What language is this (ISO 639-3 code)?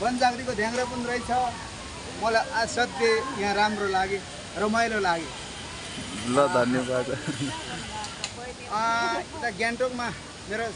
nep